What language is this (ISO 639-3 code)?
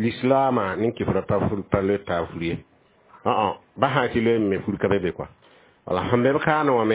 mos